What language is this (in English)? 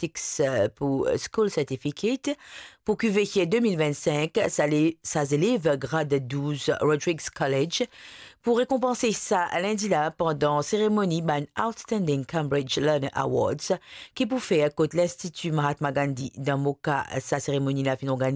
Morisyen